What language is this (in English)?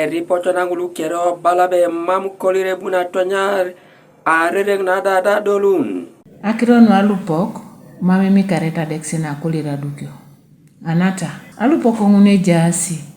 Teso